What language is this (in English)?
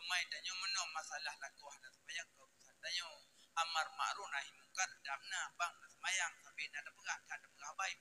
Achinese